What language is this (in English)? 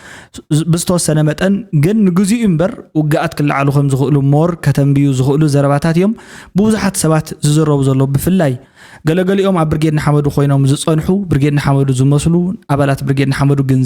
Tigrinya